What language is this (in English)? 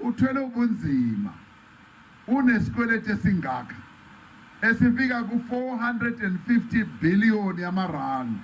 Zulu